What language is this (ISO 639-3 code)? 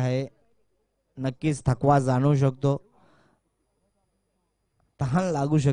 mar